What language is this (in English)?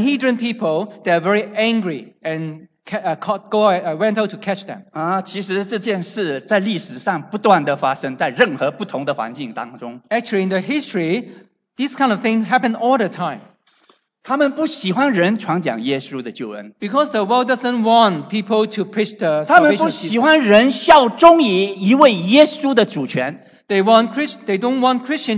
Chinese